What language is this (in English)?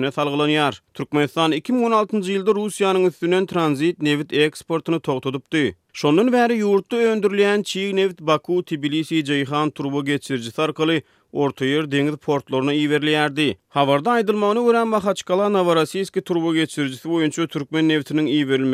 Turkmen